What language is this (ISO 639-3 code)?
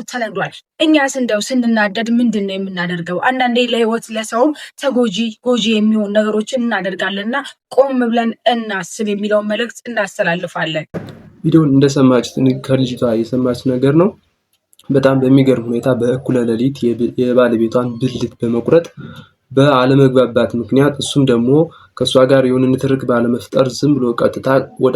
amh